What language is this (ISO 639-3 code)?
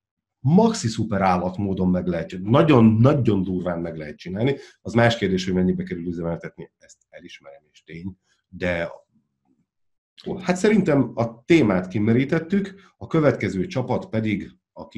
hun